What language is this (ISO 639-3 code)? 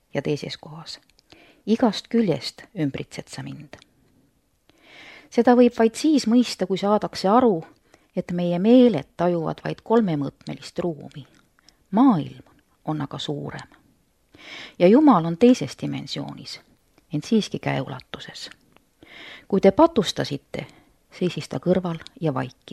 est